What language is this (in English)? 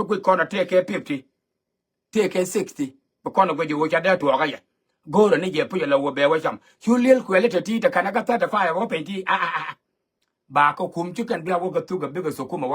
Nuer